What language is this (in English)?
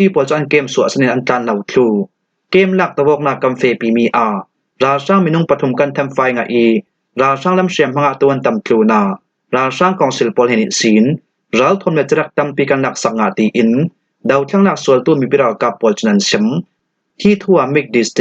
Falam Chin